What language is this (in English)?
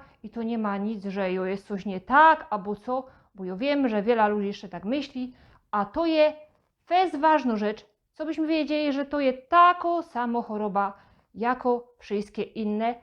Silesian